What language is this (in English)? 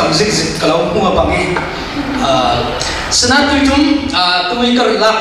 Falam Chin